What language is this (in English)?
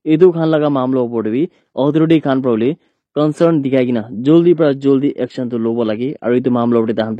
Naga Pidgin